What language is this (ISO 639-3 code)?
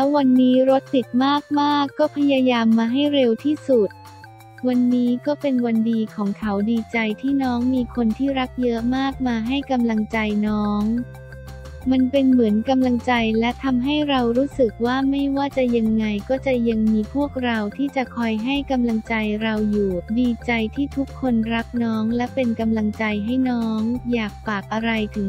tha